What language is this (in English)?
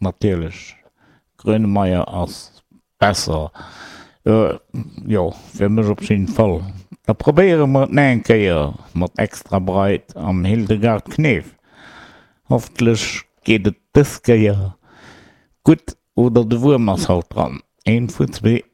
Luxembourgish